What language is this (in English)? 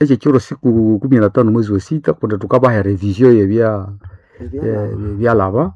Nande